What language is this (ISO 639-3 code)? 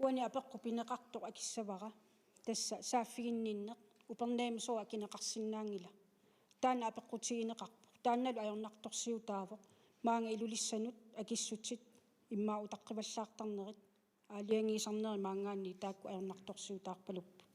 kal